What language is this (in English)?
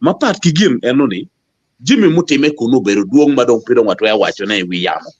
Acoli